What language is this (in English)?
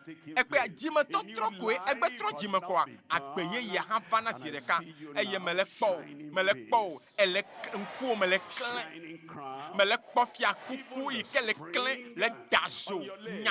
Ewe